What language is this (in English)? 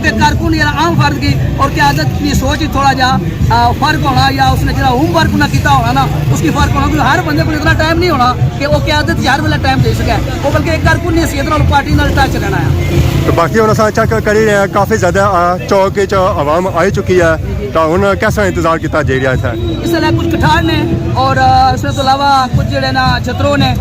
Pahari-Potwari